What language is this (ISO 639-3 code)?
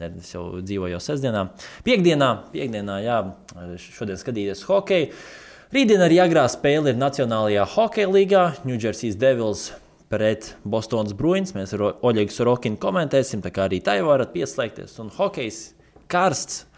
lav